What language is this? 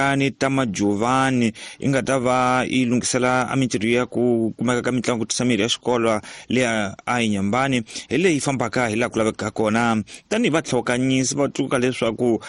Tsonga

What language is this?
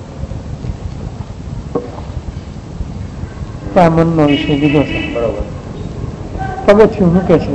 Gujarati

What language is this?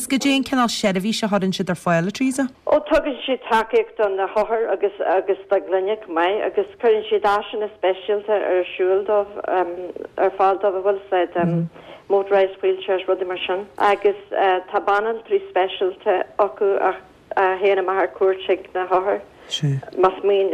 Irish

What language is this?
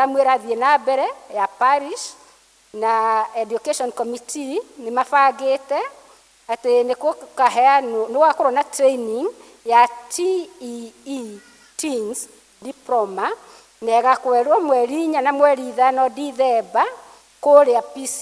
Kikuyu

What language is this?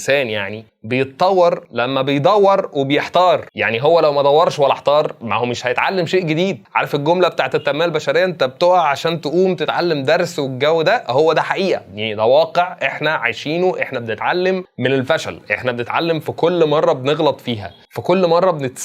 Egyptian Arabic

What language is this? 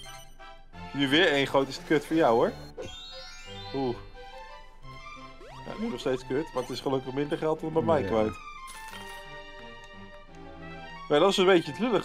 Dutch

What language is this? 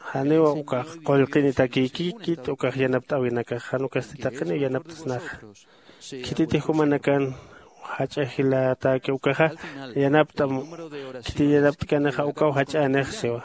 Aymara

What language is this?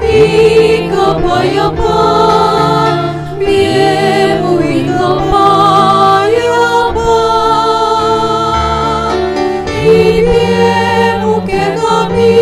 Pampanga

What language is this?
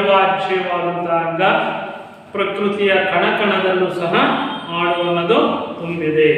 Kannada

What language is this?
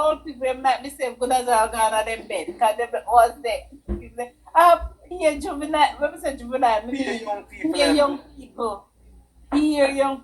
Jamaican Creole English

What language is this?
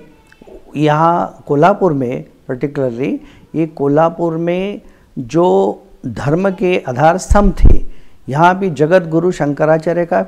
Hindi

